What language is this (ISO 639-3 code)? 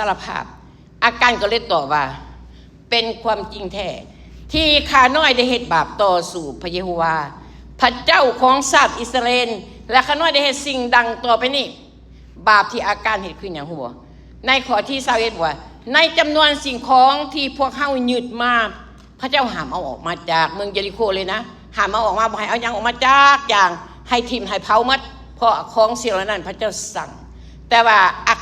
lao